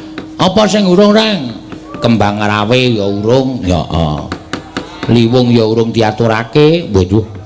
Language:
Javanese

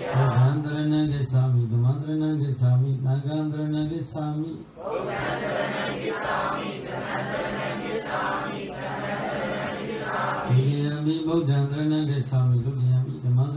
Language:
Burmese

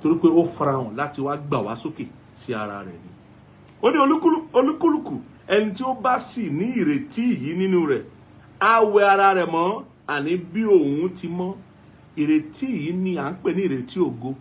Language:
Yoruba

